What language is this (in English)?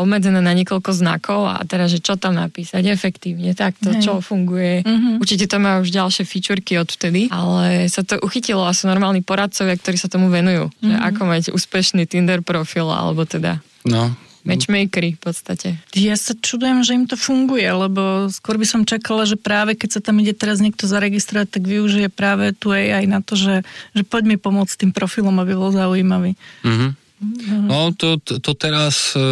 Slovak